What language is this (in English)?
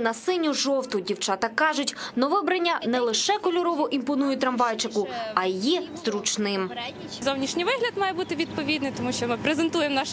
Ukrainian